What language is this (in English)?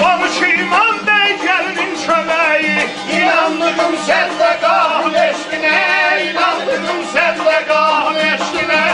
South Azerbaijani